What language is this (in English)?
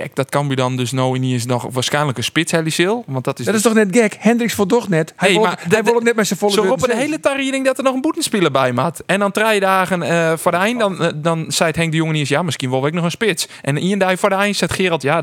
Western Frisian